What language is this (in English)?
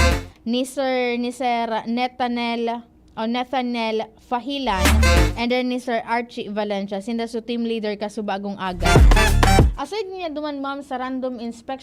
Bikol